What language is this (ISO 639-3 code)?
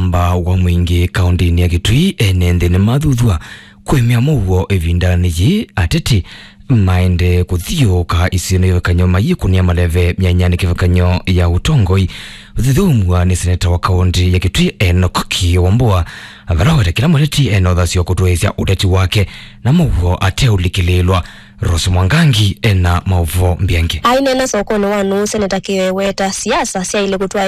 kam